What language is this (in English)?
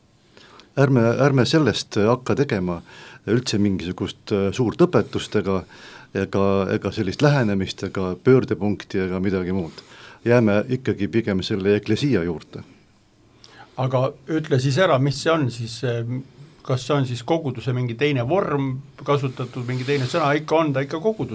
Estonian